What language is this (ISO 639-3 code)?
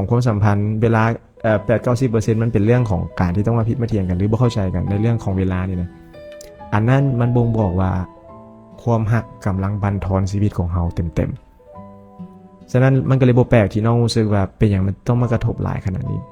lao